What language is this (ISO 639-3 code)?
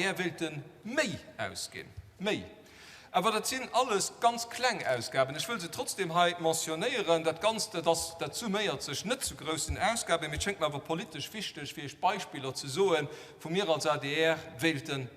ltz